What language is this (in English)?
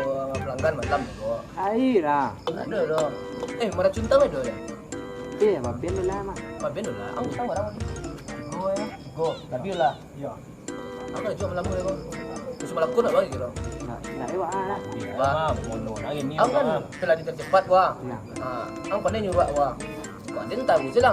Minangkabau